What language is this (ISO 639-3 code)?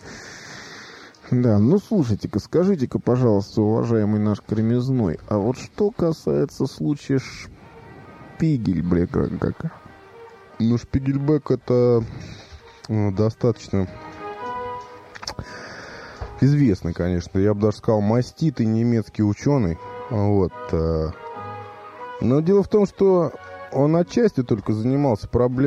rus